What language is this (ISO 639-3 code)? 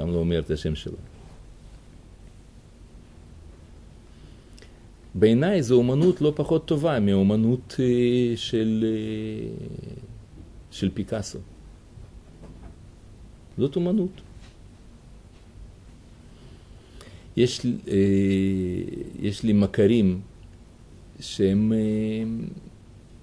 heb